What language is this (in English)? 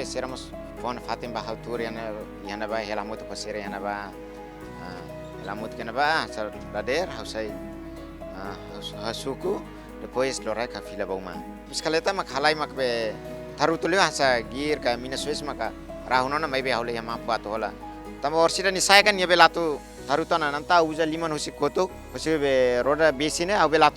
Tetum